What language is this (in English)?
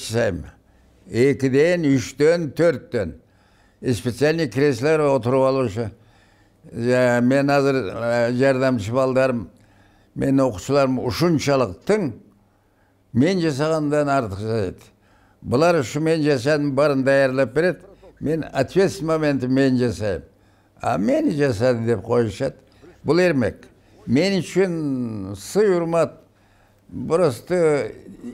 Kyrgyz